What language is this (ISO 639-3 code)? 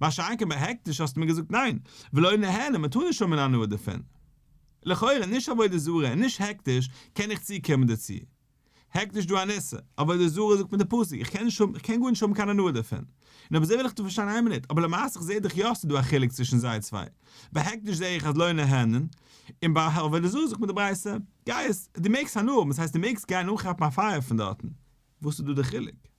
yid